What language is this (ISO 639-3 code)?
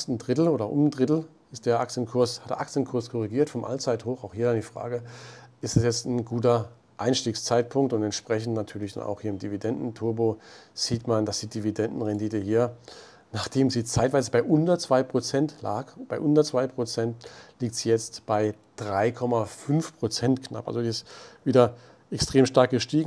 deu